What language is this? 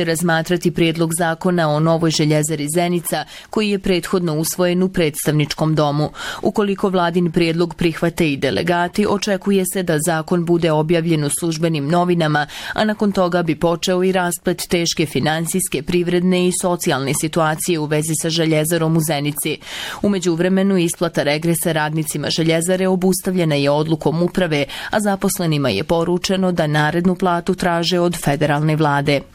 Bosnian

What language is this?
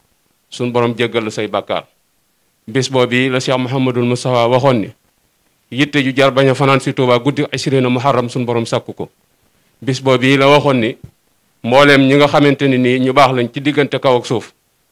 Wolof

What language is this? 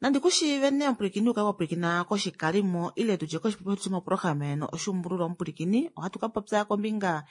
Kuanyama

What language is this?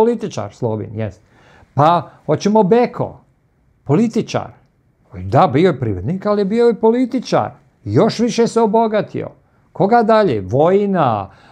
Serbian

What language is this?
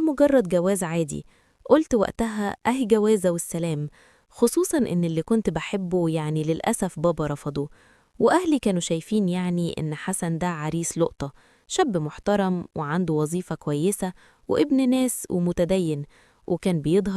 Egyptian Arabic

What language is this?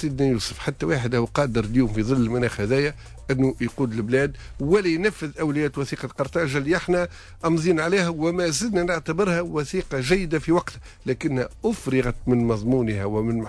Tunisian Arabic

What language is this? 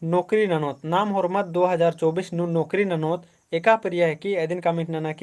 Kurukh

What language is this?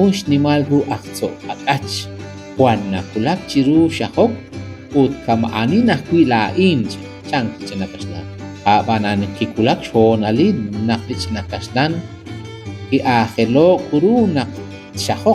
Kekchí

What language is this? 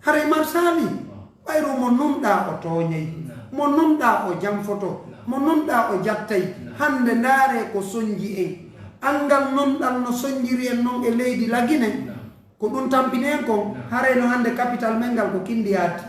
Pular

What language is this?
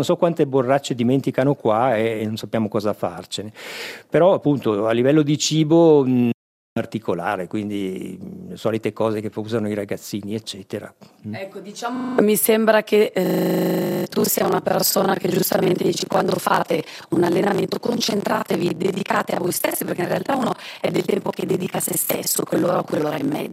Italian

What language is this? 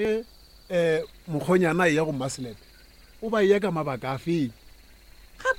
Northern Sotho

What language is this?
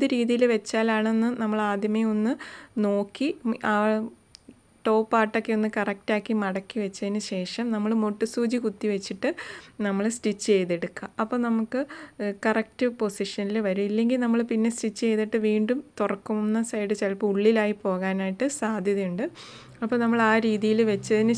Malayalam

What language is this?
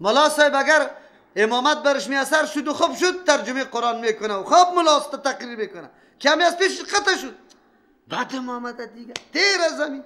Persian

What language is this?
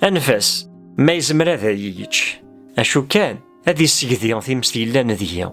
Kabyle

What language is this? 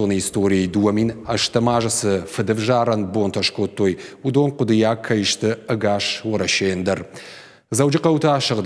Ossetic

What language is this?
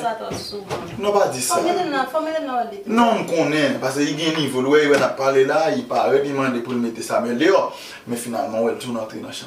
Haitian Creole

